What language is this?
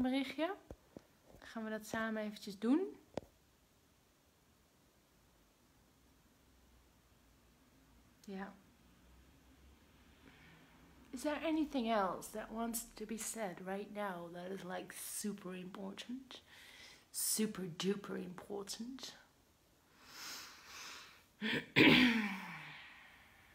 Dutch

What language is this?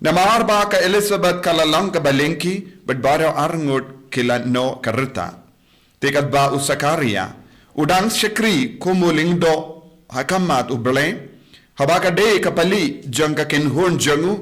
Khasi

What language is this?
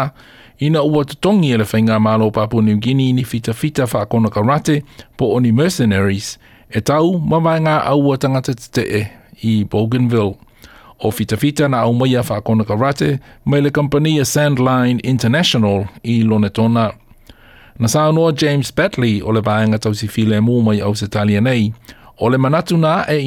Samoan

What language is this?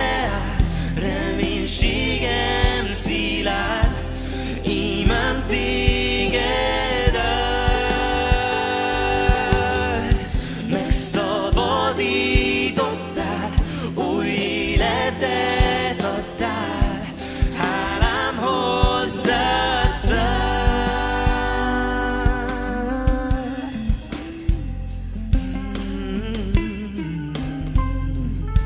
Hungarian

